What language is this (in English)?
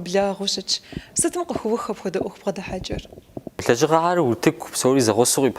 Kabardian